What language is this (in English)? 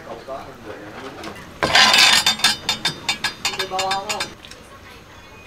Vietnamese